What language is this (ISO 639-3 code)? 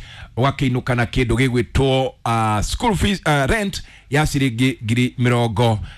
kik